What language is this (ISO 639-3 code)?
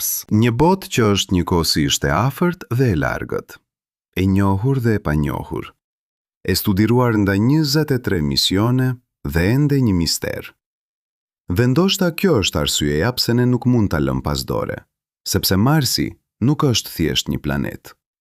sqi